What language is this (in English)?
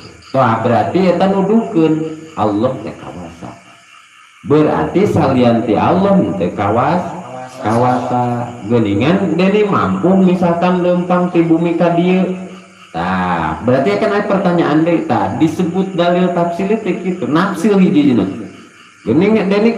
Sundanese